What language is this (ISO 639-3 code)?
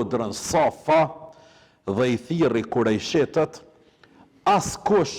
sqi